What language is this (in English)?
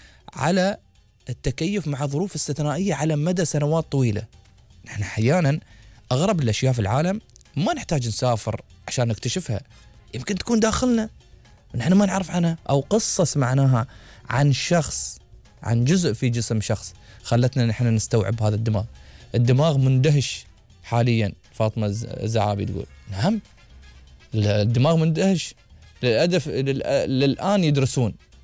Gulf Arabic